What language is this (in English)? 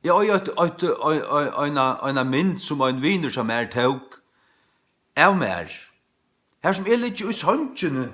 Faroese